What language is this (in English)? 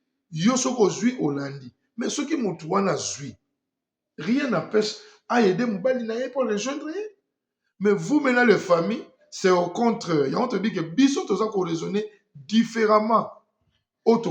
Lingala